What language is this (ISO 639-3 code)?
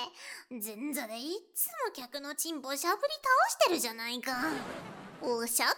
jpn